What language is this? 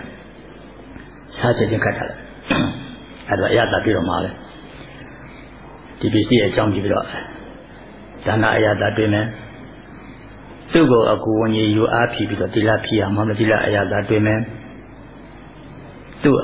Burmese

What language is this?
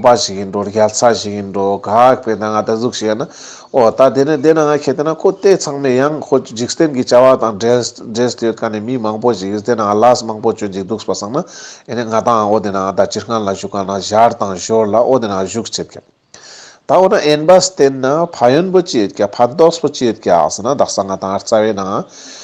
Ladakhi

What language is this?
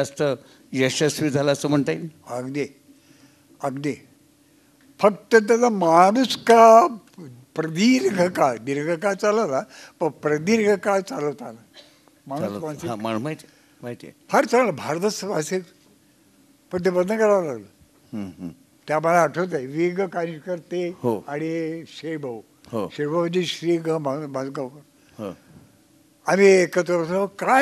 Marathi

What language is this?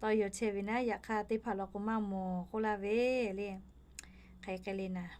Lahu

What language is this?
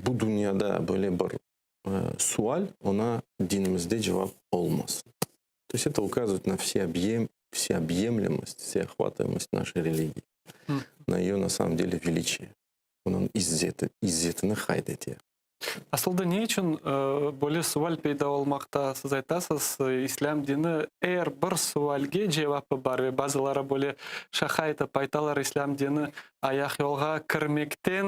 Crimean Tatar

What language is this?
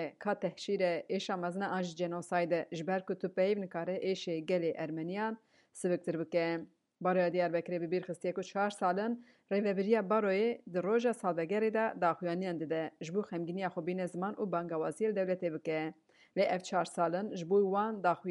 Kurdish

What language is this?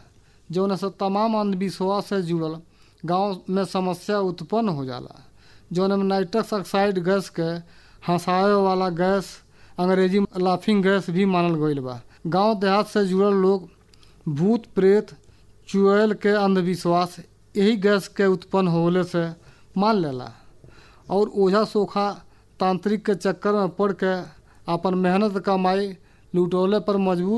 Bhojpuri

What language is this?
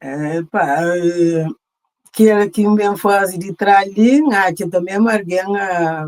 Kabuverdianu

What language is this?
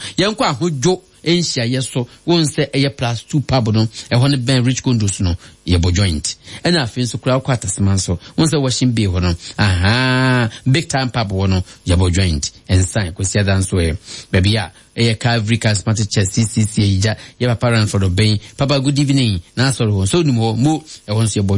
Akan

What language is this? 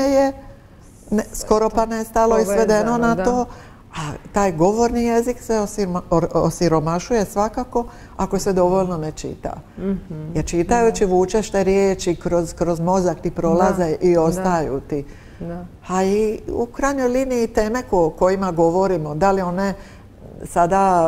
Croatian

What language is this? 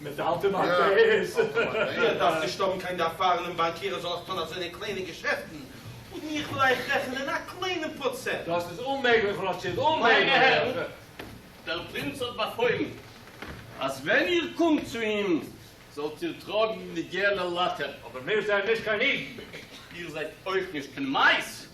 Yiddish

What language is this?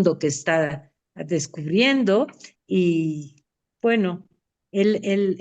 Ladino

